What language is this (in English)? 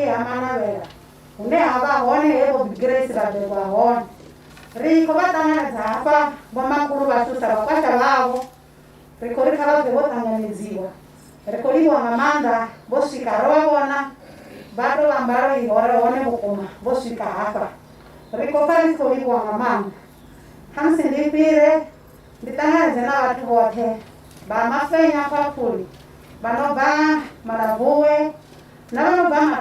Venda